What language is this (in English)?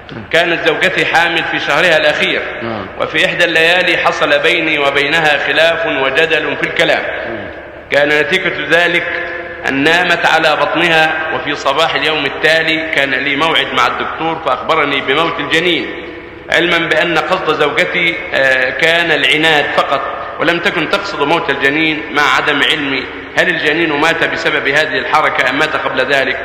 Arabic